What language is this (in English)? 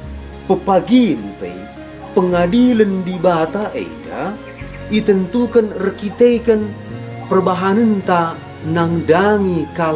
Batak Karo